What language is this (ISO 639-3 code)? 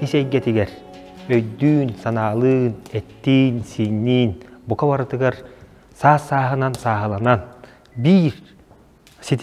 sah